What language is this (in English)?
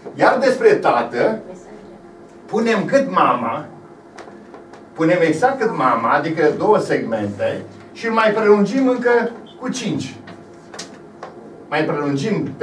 Romanian